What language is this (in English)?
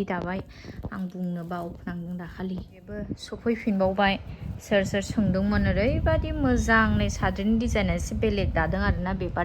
Bodo